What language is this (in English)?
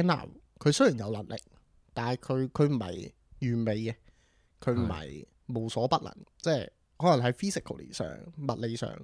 Cantonese